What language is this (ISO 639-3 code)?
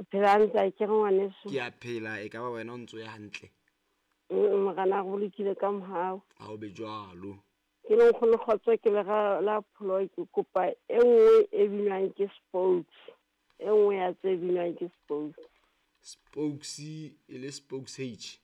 sot